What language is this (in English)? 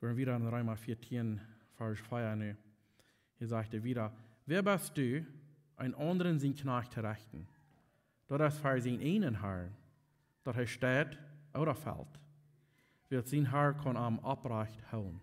Plautdietsch